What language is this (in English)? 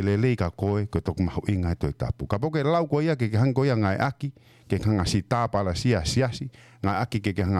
Tongan